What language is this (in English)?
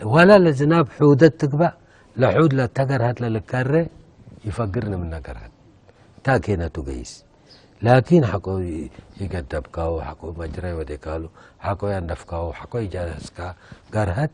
Tigre